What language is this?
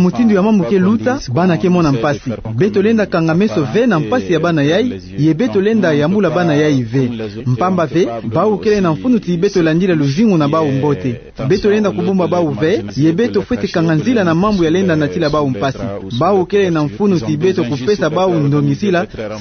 Kituba (Democratic Republic of Congo)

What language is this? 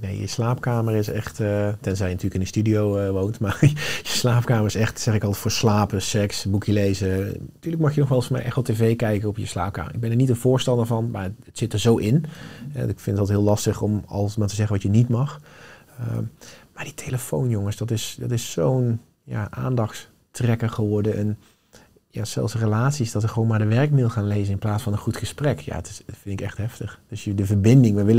Dutch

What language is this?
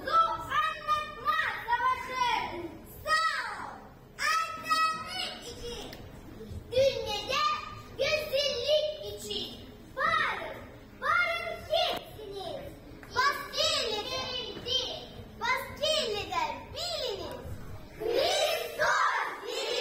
Gagauz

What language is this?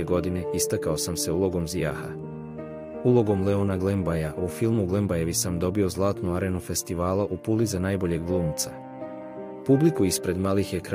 Croatian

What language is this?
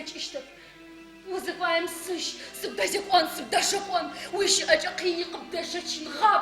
Adyghe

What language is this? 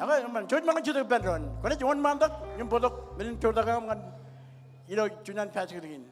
Marshallese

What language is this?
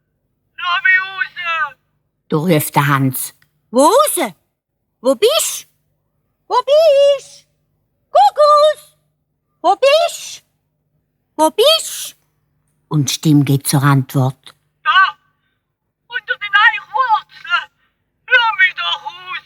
Swiss German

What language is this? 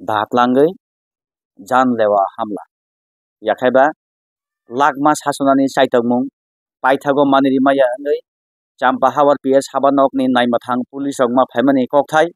Kok Borok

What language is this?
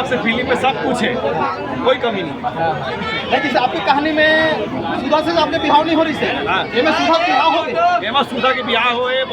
Chhattisgarhi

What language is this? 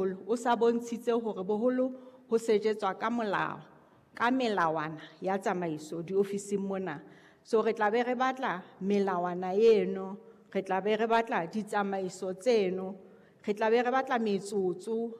Southern Sotho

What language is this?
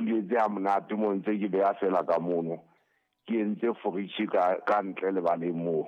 Southern Sotho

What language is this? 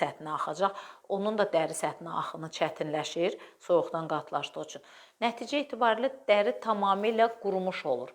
Azerbaijani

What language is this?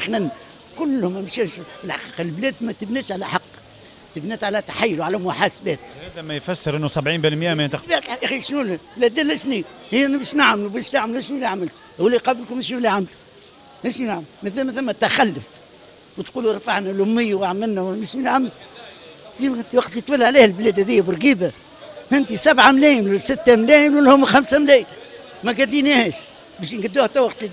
Tunisian Arabic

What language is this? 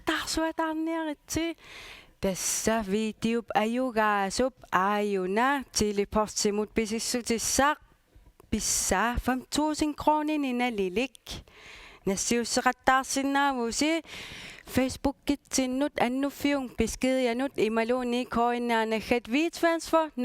Kalaallisut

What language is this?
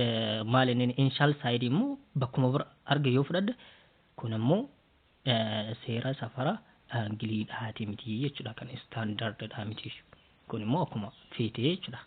Oromo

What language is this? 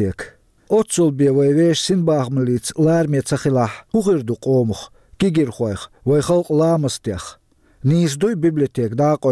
Chechen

